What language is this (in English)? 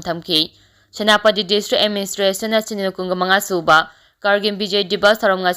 Manipuri